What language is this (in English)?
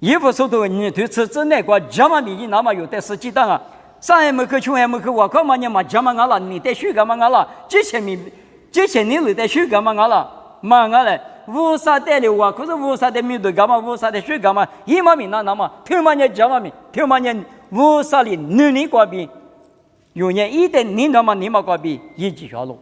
Lisu